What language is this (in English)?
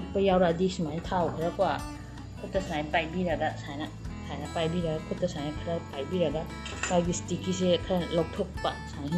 Manipuri